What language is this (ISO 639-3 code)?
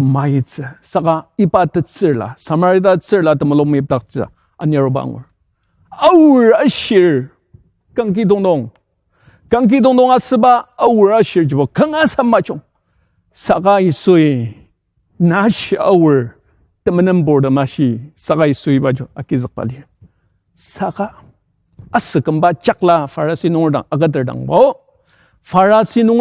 njo